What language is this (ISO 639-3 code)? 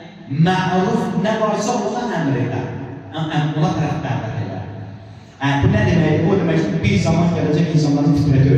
aze